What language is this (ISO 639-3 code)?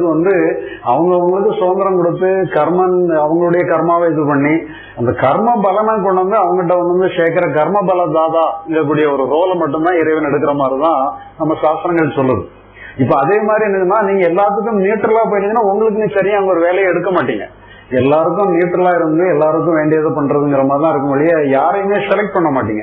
tam